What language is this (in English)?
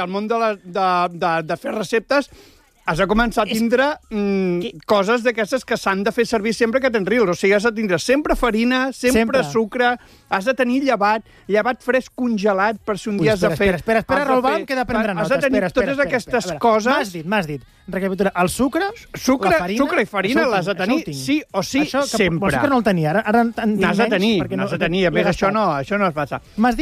Catalan